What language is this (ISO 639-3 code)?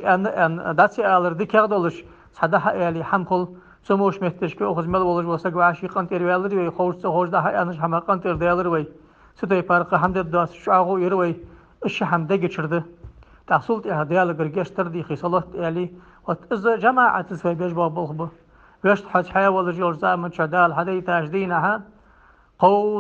inh